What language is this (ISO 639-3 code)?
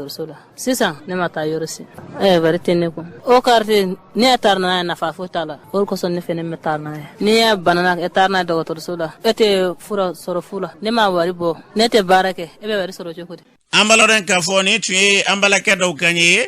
bam